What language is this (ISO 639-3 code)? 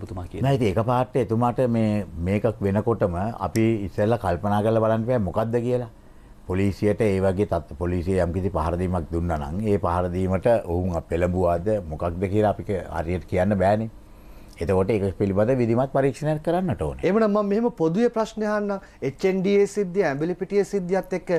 sin